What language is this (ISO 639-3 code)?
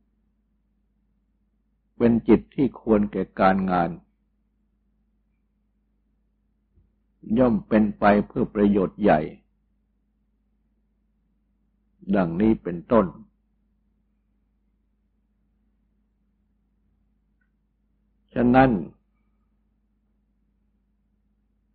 tha